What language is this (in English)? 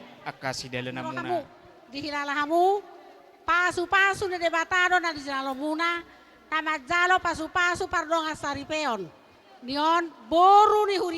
Batak Toba